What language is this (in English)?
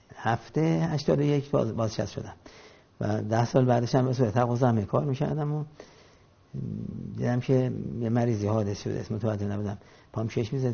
Persian